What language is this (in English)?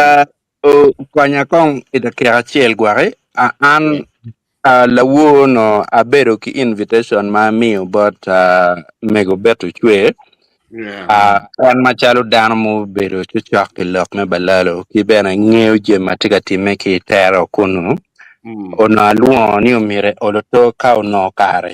Acoli